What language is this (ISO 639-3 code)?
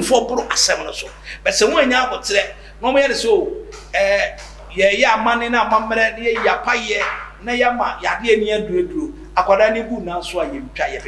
aka